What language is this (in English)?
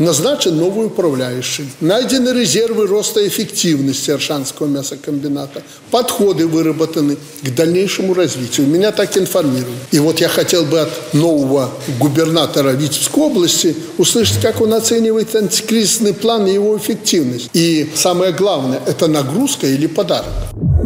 Russian